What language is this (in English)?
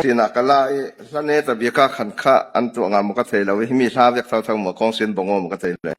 Falam Chin